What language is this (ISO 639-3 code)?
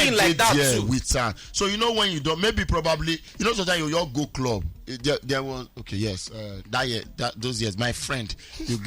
pcm